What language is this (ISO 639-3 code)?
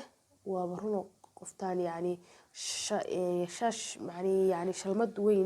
som